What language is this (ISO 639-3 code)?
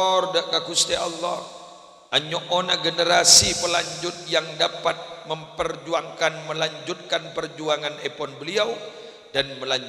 mad